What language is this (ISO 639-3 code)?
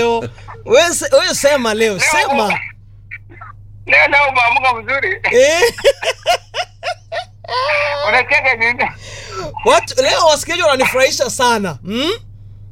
swa